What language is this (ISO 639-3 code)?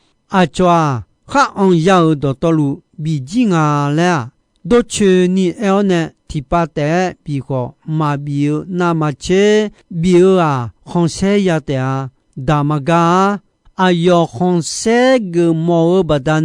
ahk